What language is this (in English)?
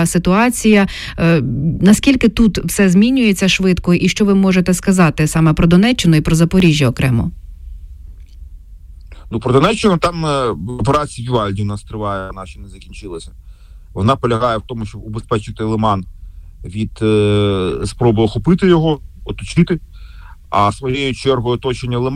Ukrainian